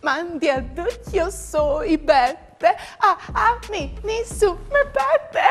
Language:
Friulian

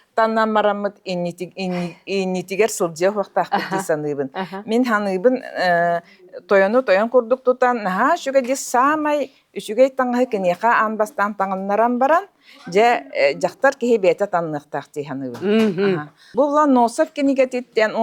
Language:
Yakut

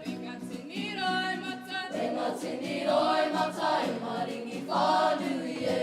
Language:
Māori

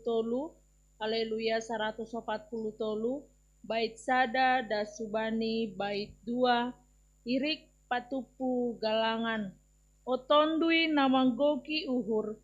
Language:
Batak Simalungun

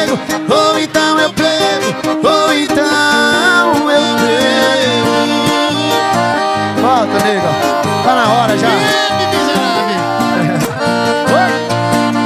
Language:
Portuguese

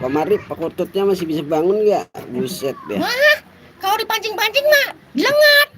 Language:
Betawi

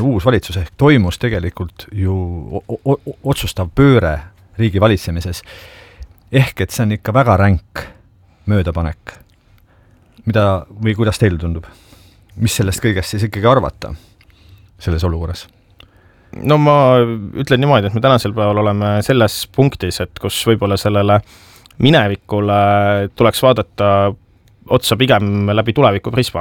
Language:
Estonian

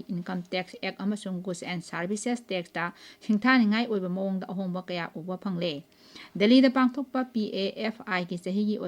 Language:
Manipuri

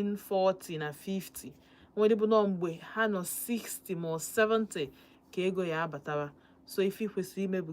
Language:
Igbo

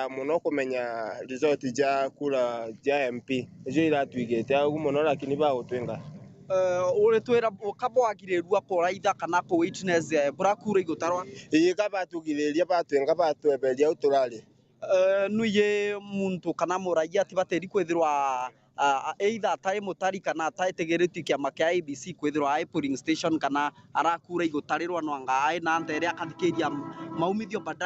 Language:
Meru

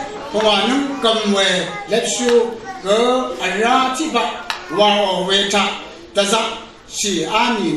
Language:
Rawang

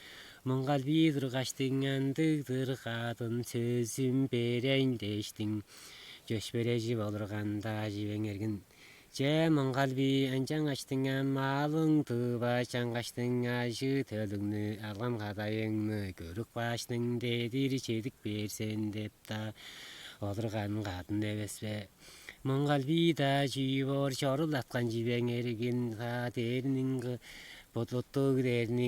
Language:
Tuvinian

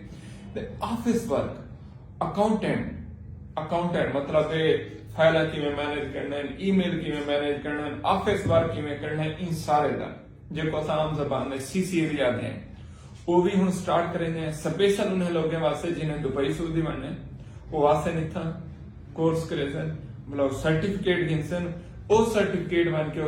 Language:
Saraiki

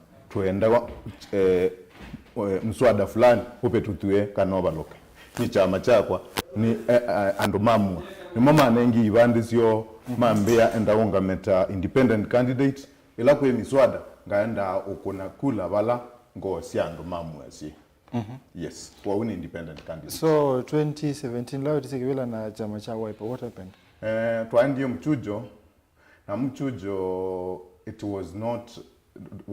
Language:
Kamba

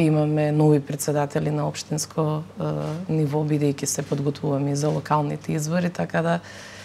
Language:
Macedonian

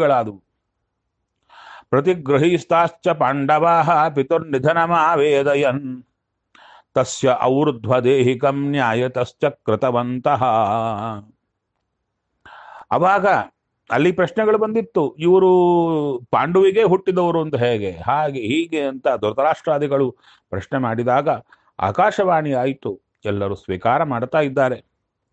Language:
Kannada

